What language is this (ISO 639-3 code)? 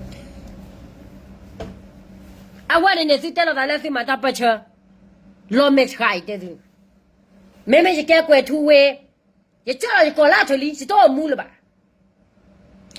ksw